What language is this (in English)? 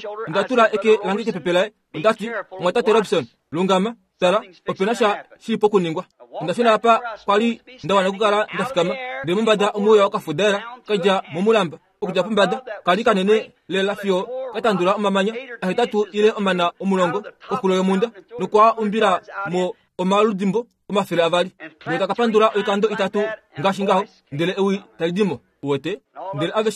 Kuanyama